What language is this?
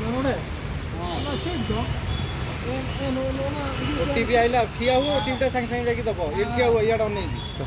Santali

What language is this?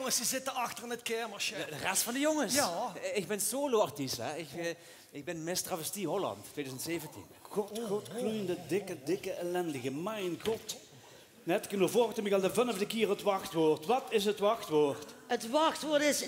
Limburgish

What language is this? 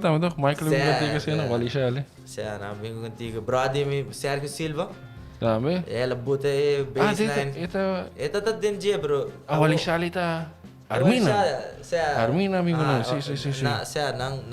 Papiamento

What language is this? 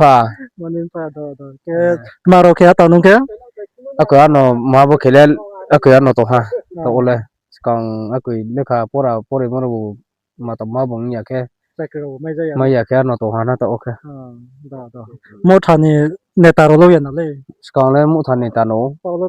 Riang (India)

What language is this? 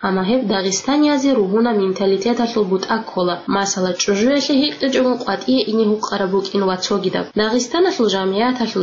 Avaric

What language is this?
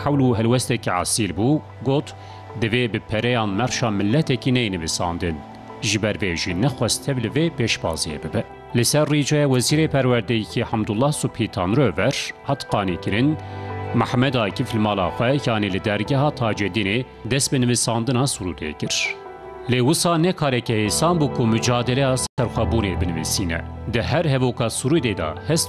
Kurdish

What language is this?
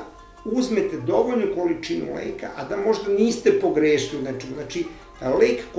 Serbian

